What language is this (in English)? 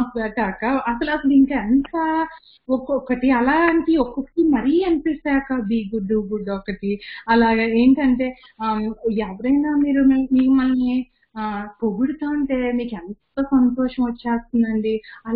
Telugu